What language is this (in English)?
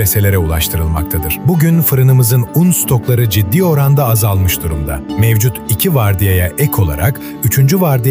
Turkish